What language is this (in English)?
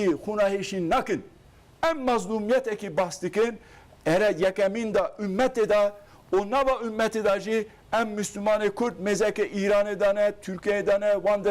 Kurdish